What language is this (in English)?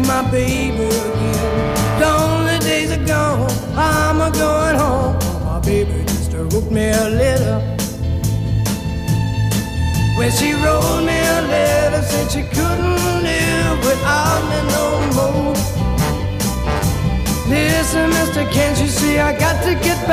English